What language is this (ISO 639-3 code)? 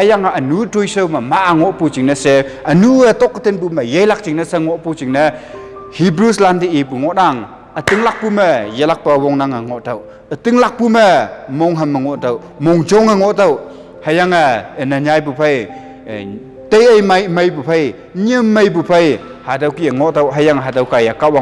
nbe